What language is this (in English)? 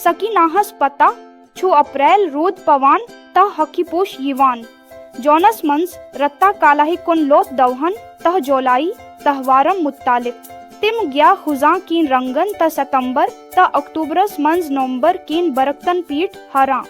Kashmiri